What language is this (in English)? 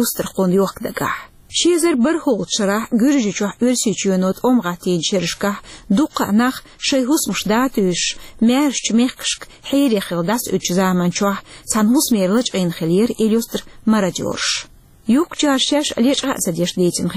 Chechen